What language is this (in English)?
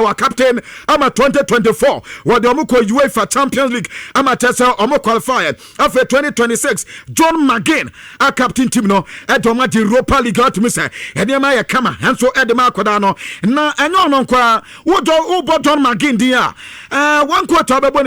Akan